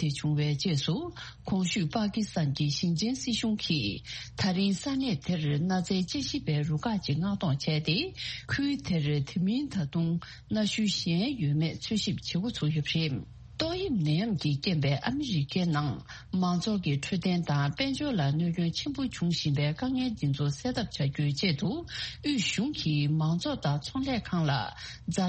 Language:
Tibetan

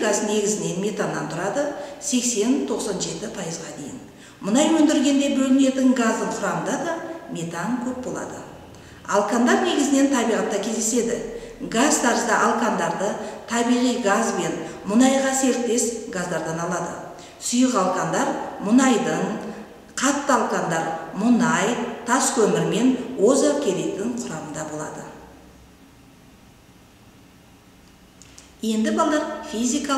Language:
Kazakh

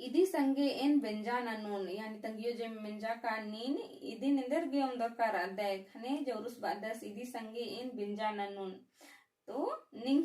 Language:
Kurukh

